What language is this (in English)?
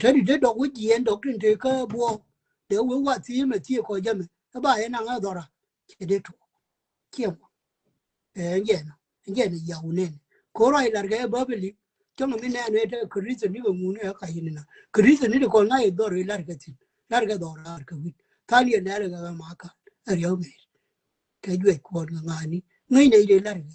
Nuer